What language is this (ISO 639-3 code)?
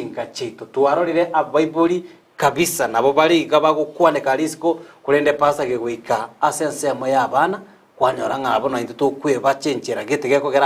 guz